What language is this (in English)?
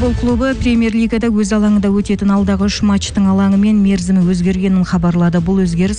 Kazakh